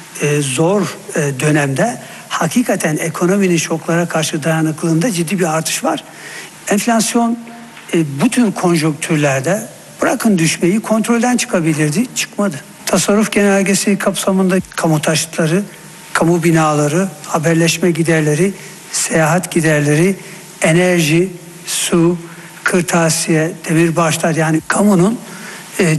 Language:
Turkish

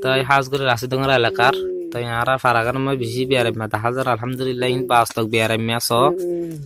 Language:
Rohingya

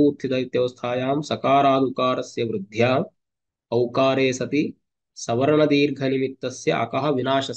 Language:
Sanskrit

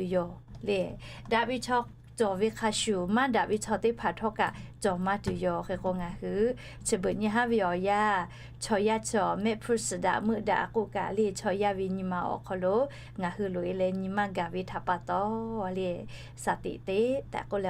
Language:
Lahu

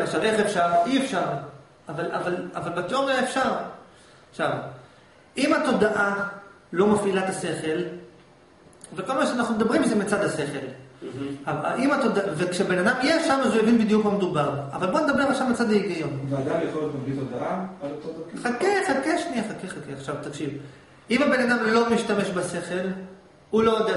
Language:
Hebrew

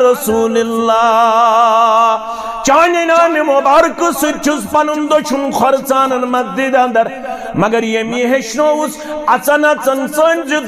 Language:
Kashmiri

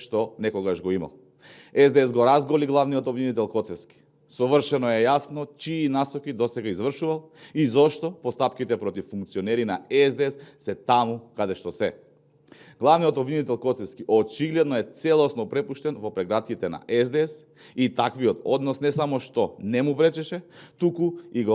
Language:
Macedonian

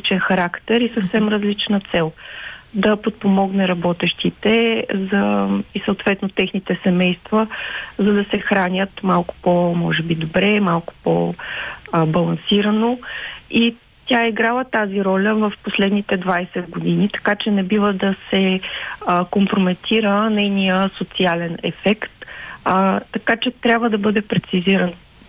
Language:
Bulgarian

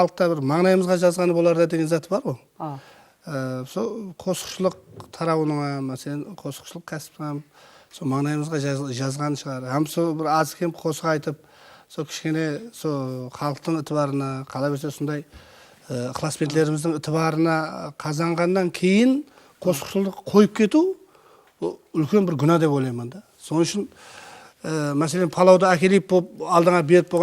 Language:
Kara-Kalpak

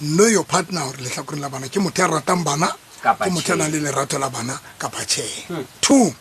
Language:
Southern Sotho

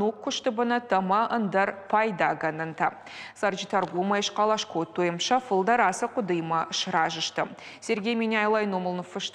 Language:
Ossetic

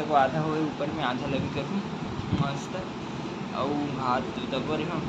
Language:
Chhattisgarhi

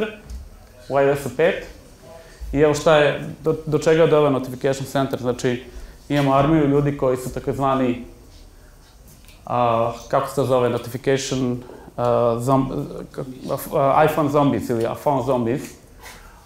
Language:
Serbian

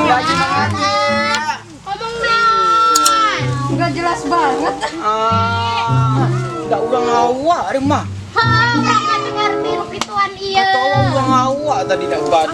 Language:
Minangkabau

